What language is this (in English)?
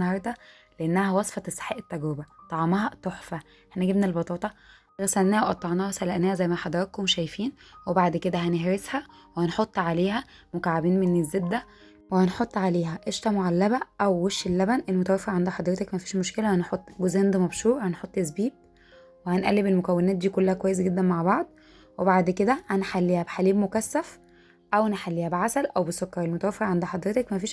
Egyptian Arabic